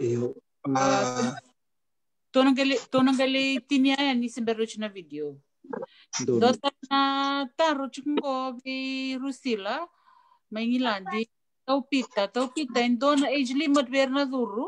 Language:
Fijian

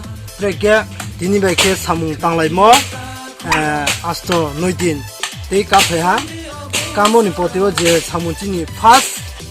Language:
Riang (India)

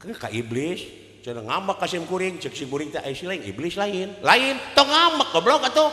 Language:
Sundanese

